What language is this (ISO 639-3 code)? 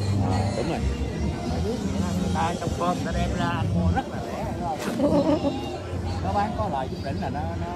vie